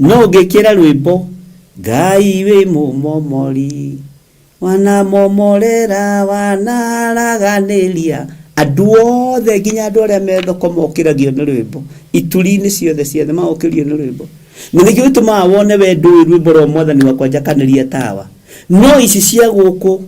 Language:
Kikuyu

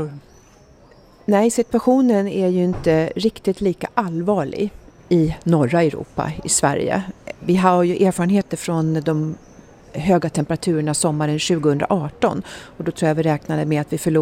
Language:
Swedish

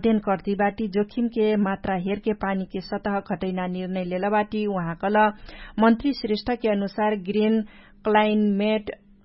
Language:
Dangaura Tharu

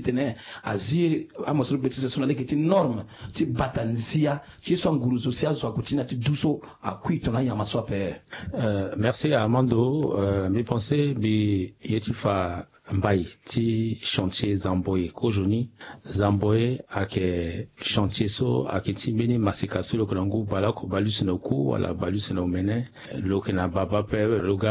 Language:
Sango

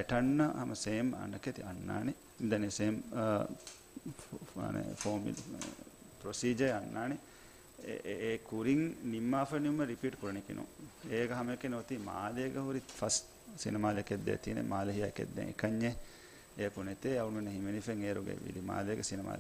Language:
Divehi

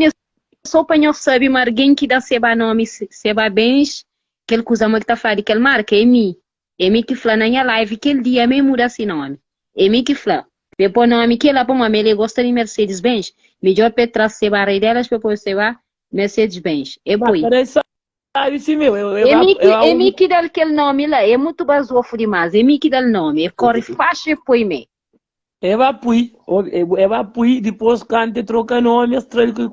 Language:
Kabuverdianu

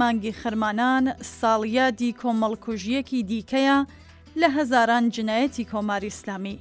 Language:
Central Kurdish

